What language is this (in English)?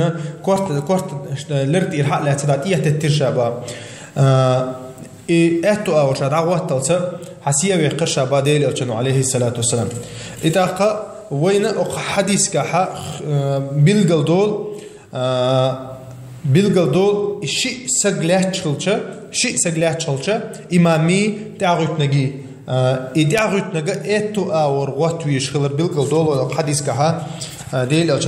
Chechen